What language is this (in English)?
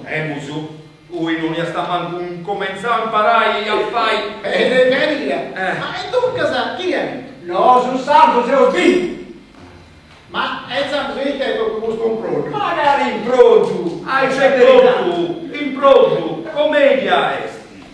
Sardinian